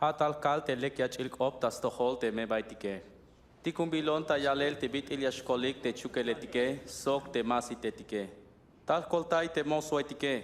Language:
Tzeltal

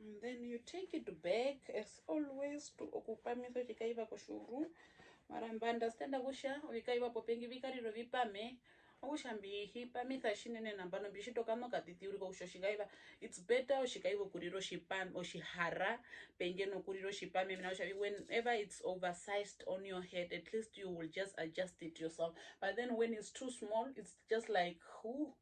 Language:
Herero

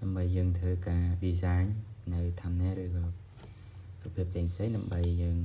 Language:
Khmer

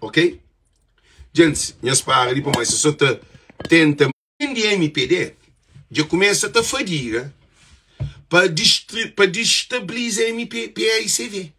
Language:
Kabuverdianu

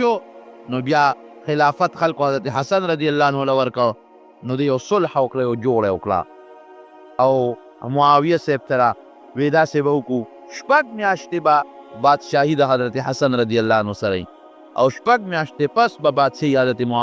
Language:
Pashto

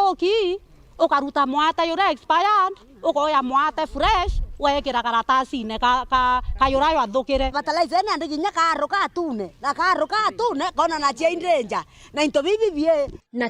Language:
Meru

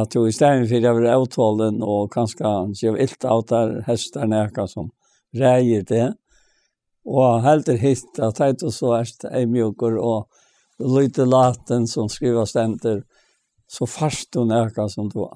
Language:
Faroese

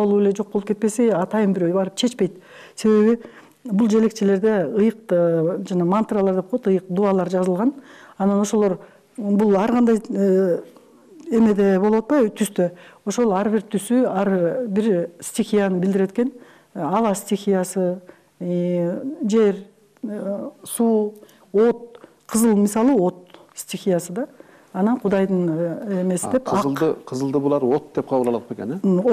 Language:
Kyrgyz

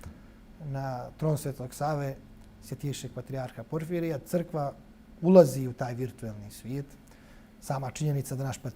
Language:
Bosnian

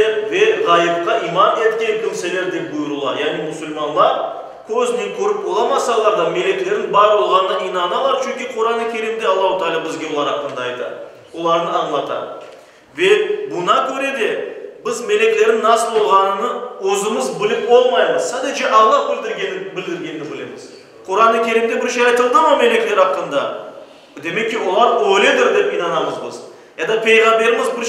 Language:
Crimean Tatar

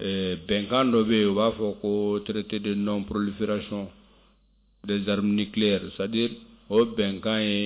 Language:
Bambara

